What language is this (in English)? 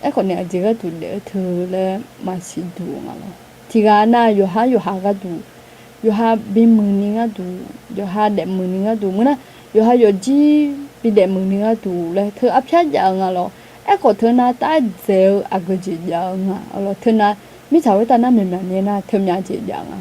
Akha